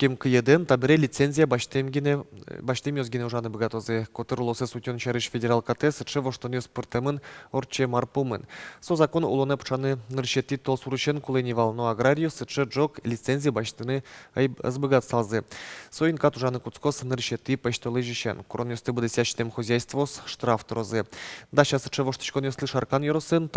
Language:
Udmurt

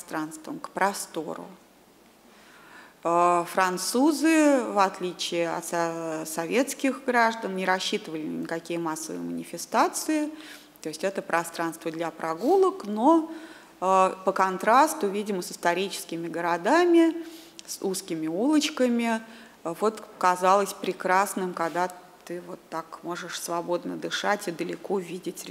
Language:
Russian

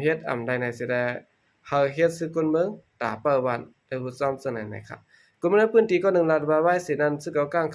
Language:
Shan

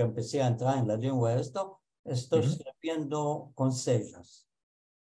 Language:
Ladino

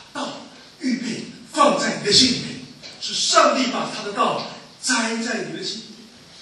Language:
Chinese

